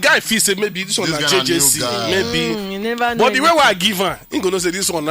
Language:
Nigerian Pidgin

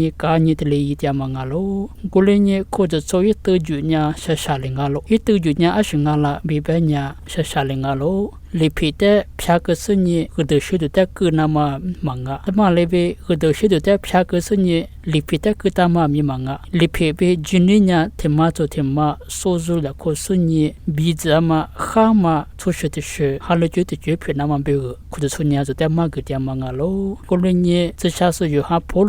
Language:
Lisu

